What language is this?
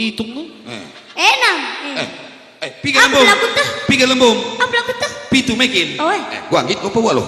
Batak Karo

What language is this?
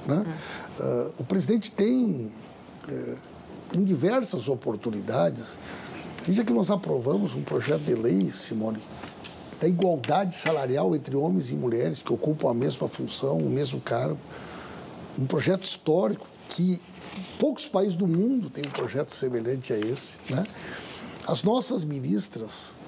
Portuguese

